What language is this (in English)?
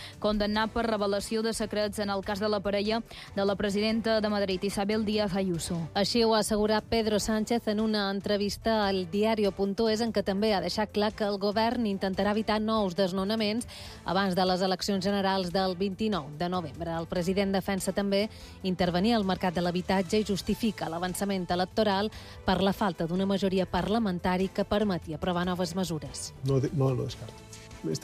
Catalan